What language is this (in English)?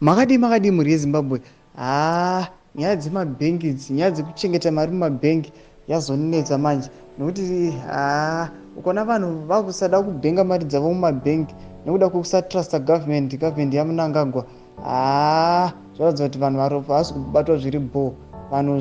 Shona